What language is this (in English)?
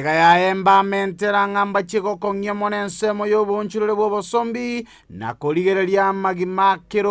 Gusii